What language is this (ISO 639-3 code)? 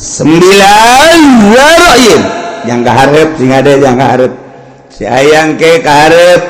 sun